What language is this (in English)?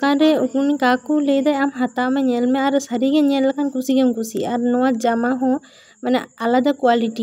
Santali